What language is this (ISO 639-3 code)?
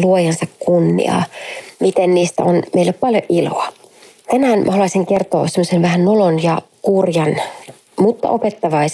fin